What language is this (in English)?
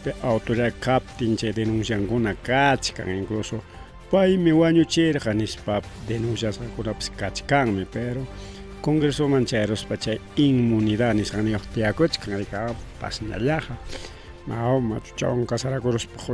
Ayacucho Quechua